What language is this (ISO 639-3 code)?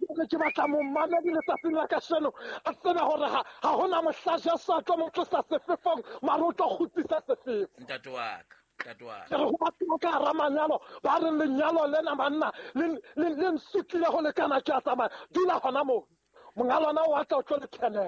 sot